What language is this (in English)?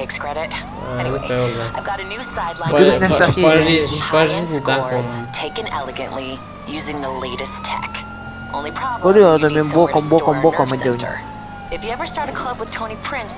Yakut